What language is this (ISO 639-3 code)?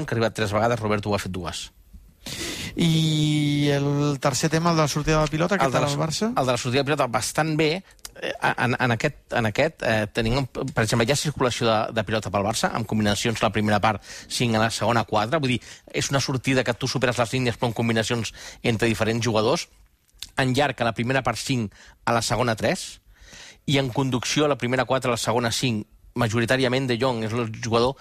cat